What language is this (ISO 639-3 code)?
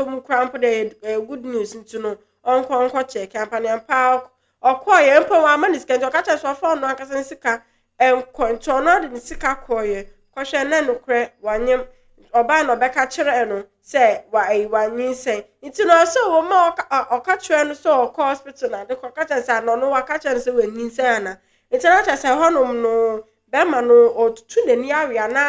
aka